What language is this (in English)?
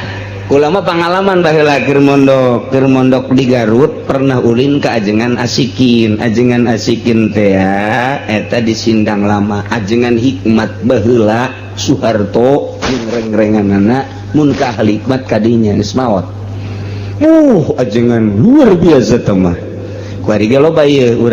Sundanese